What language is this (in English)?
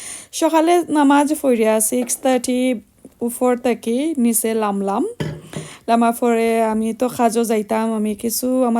Sylheti